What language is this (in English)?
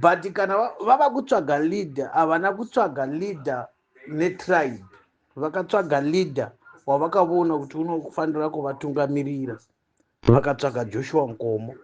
Shona